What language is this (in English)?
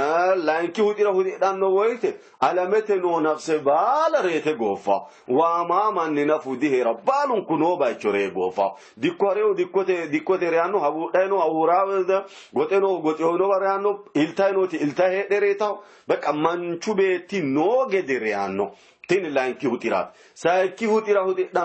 Sidamo